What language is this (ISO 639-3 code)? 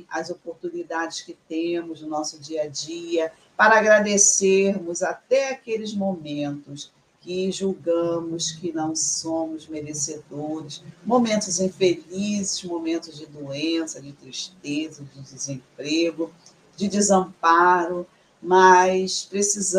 por